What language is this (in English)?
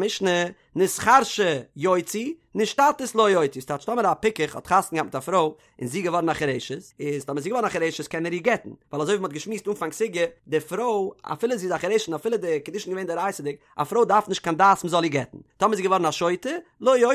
Yiddish